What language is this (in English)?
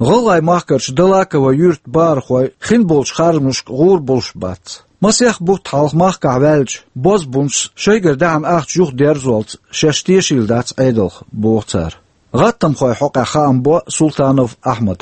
Chechen